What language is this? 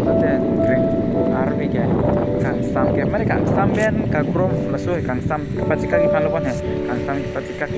Karbi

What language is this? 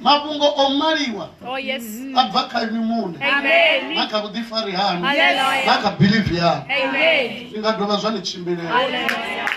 Venda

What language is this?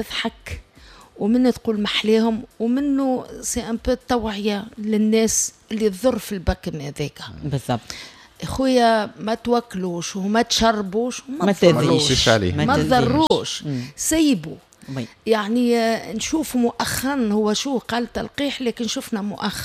Tunisian Arabic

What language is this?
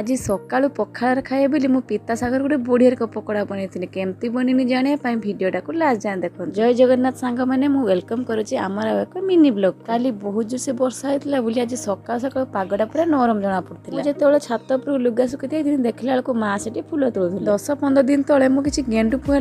Odia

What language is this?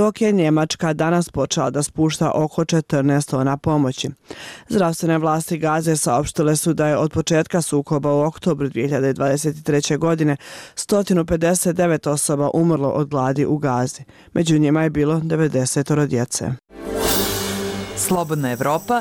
Bosnian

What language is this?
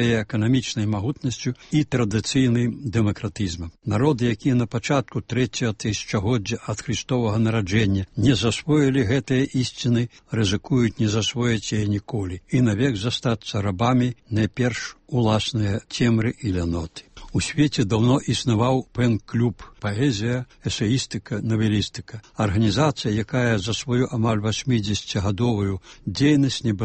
Belarusian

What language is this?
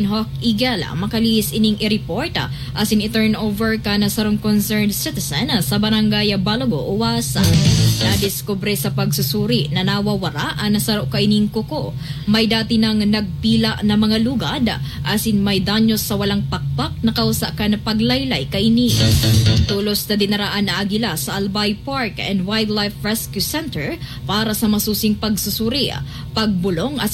Bikol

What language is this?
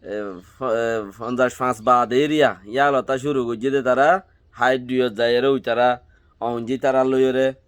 Rohingya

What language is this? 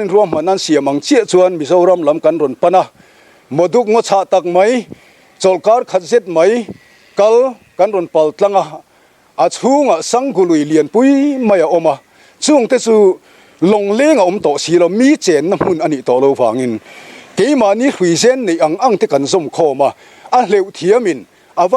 Mizo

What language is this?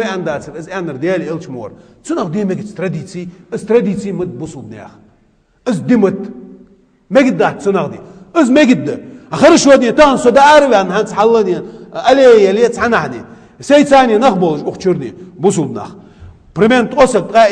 Ingush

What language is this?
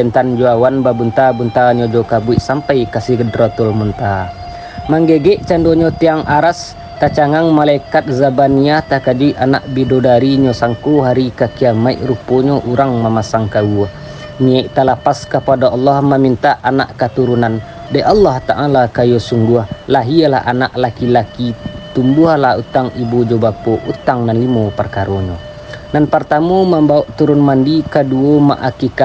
Minangkabau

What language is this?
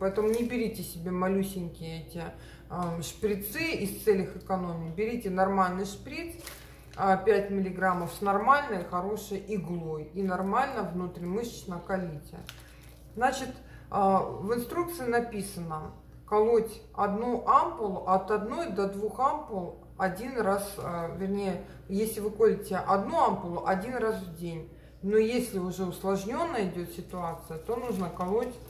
Russian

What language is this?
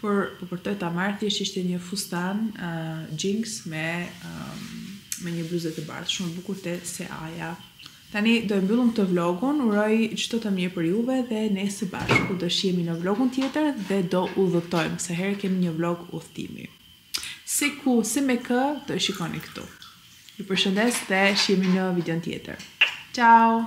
Albanian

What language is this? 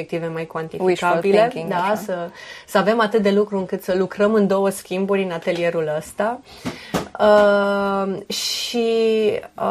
Romanian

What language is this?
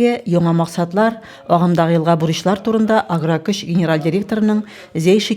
Tatar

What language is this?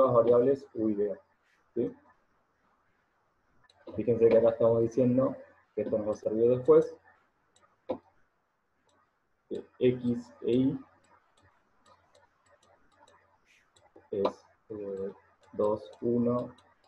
Spanish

